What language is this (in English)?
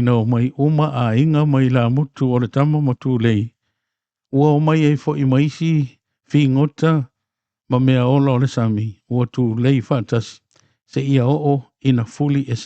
Samoan